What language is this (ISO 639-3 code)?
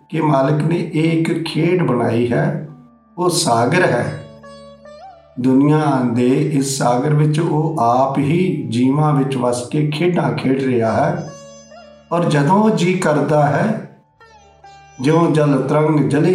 pan